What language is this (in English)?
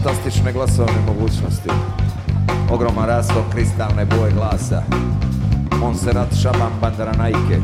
Serbian